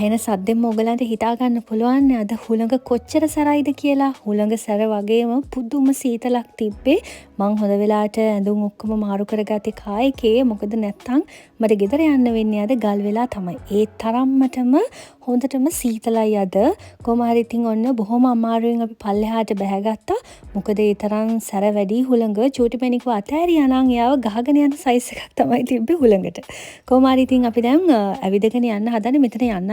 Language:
Sinhala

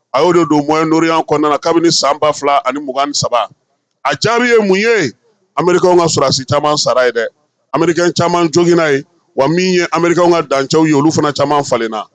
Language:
Bambara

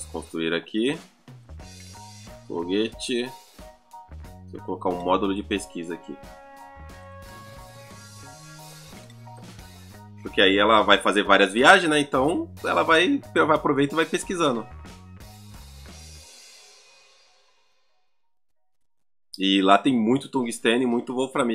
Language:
Portuguese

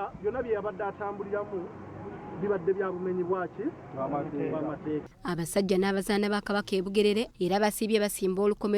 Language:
Ganda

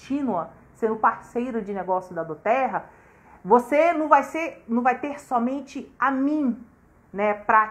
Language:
Portuguese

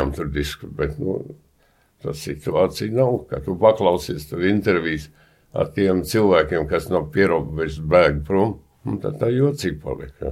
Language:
Latvian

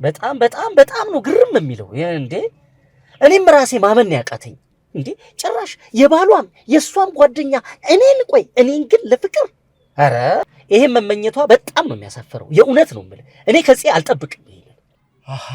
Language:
Amharic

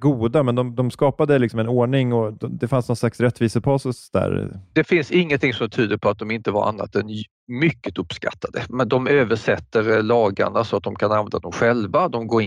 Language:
Swedish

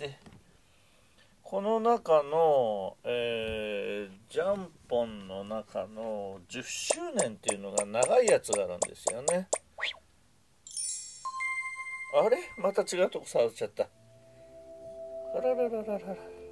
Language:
Japanese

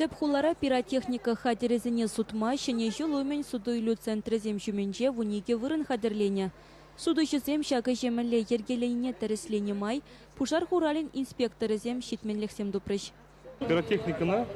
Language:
Chuvash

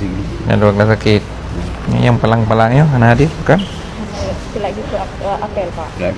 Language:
Achinese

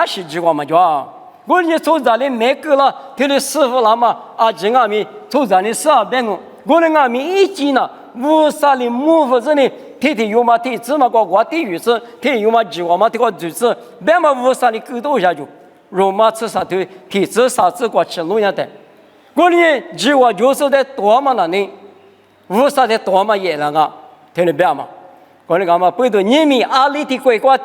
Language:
Lisu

